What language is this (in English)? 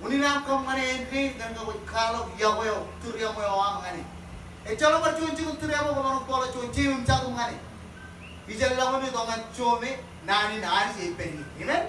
Marshallese